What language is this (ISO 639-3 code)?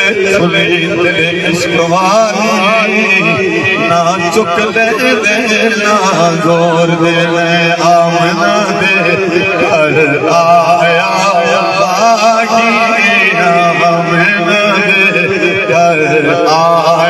skr